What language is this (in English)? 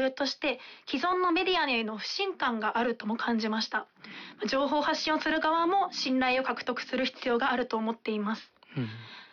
Japanese